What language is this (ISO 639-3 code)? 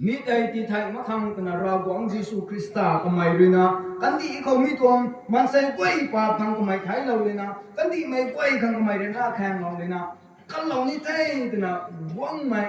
nbu